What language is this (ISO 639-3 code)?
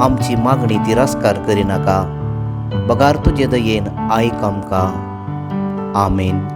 kok